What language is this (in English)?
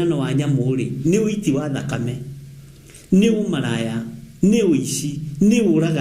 Kikuyu